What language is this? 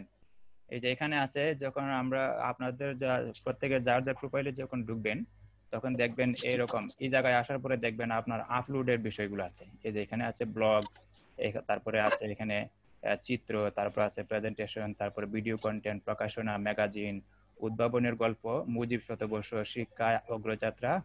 Bangla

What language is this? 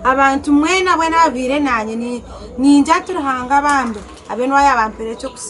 Nyankole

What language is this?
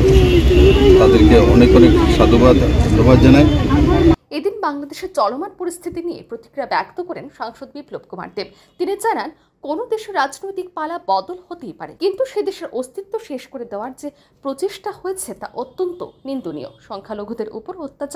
Bangla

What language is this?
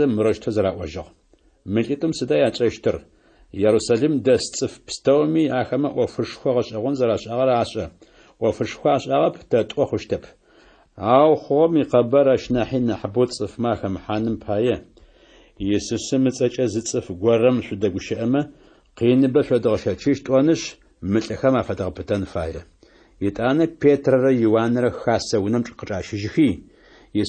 Adyghe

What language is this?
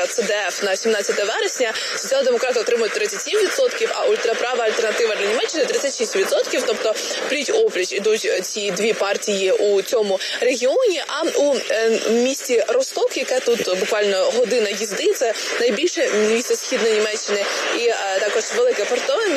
Ukrainian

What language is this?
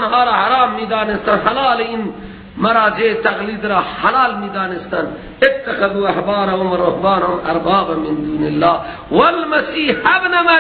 Persian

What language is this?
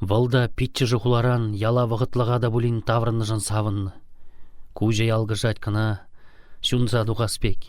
Chuvash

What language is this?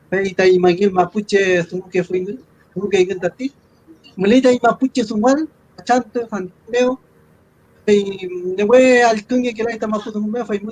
Mapuche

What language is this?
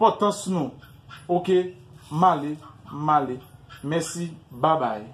Haitian Creole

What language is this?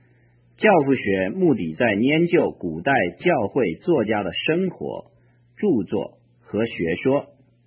Chinese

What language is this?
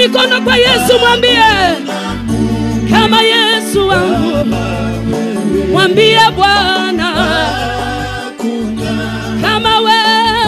Swahili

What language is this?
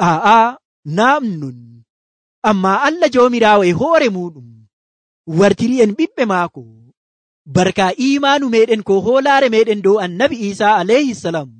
Nigerian Fulfulde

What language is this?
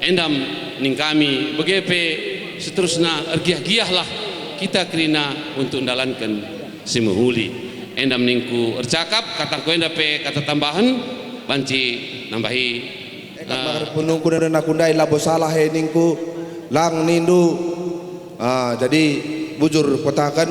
Batak Karo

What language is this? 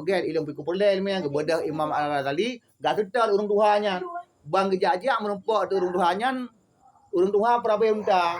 Achinese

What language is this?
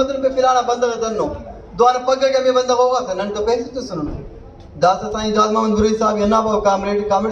Brahui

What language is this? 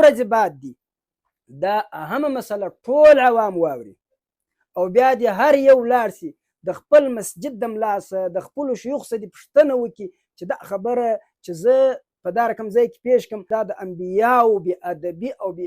Pashto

